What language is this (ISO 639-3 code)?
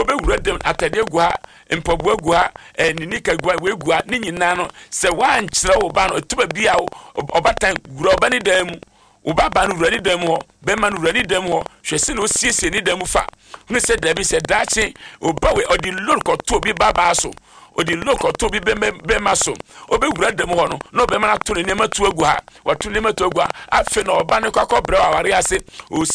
aka